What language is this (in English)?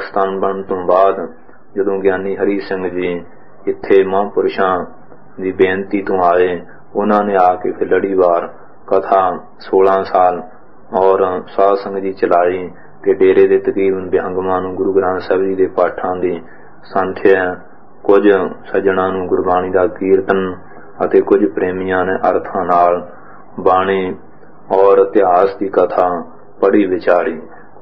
Punjabi